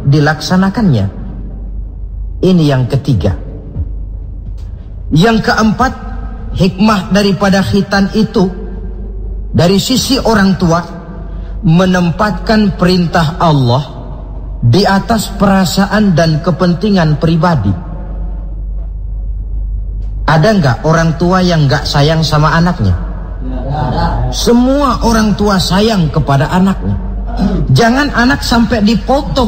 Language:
Indonesian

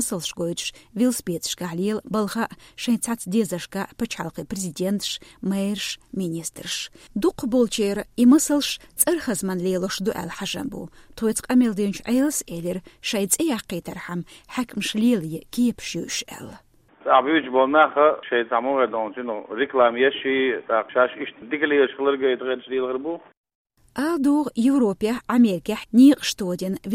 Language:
Chechen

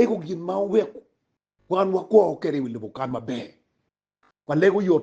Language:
Acoli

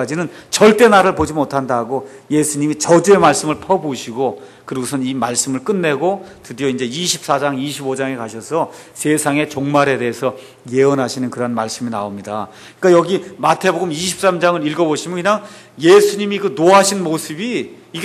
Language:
Korean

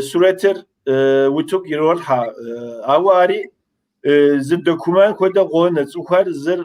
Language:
Kabardian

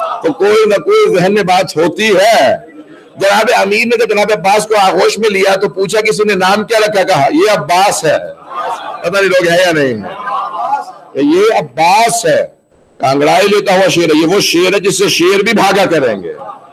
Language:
Urdu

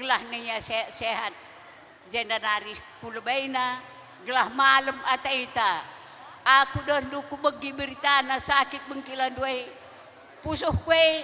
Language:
Batak Karo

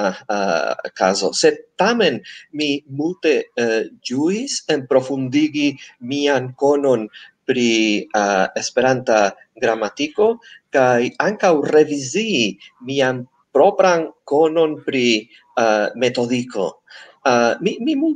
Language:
Esperanto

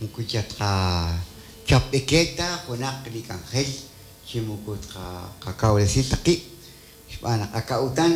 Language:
Kekchí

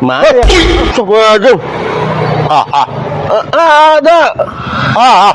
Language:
Betawi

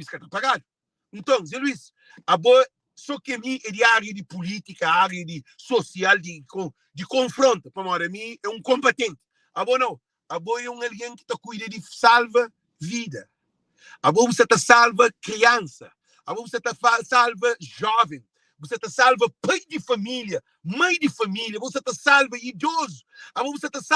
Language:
Kabuverdianu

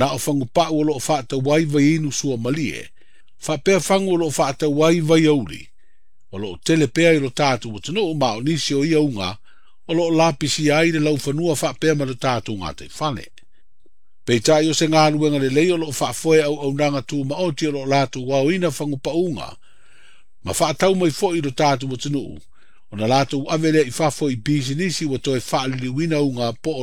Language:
Samoan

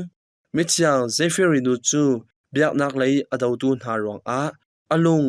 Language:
Hakha Chin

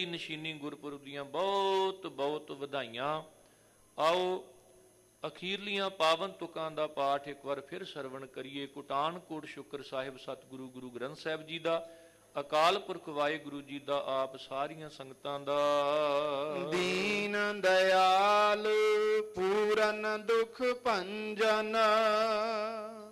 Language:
Punjabi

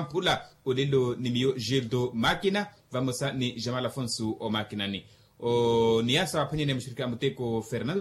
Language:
Makhuwa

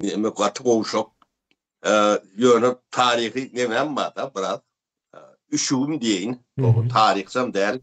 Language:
Turkmen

